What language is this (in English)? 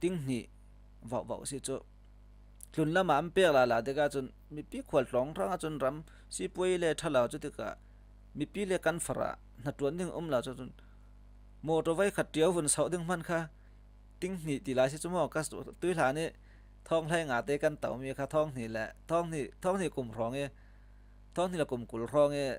Falam Chin